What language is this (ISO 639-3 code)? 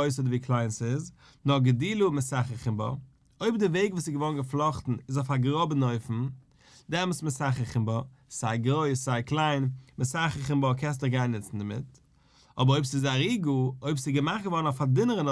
yid